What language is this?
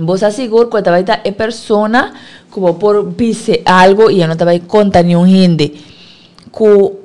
Papiamento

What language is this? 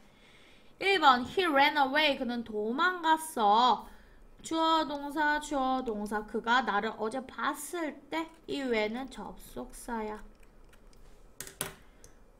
Korean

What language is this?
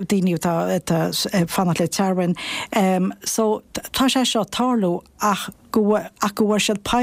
Irish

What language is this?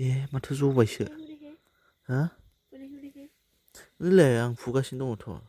Bodo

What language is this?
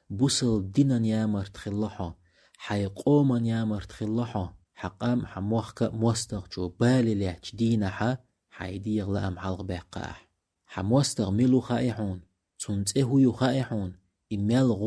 Chechen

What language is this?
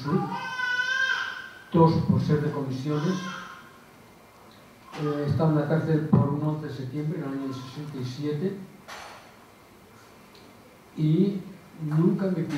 Spanish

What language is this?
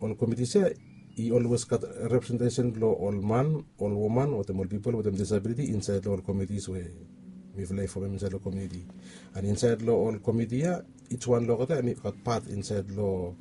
Bislama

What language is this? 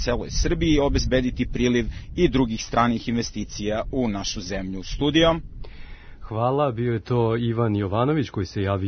Serbian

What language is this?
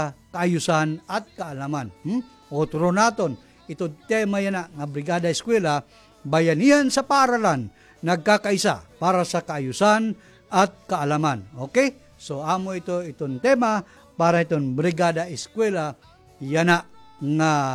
Waray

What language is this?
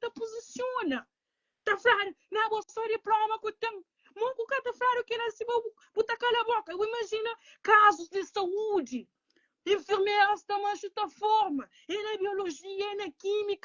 Kabuverdianu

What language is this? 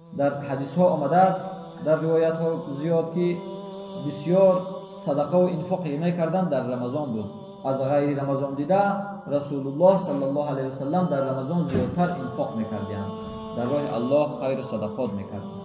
Tajik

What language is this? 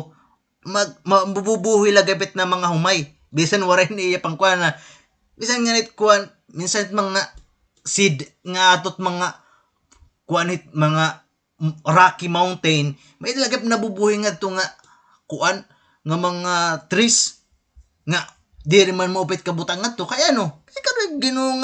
Waray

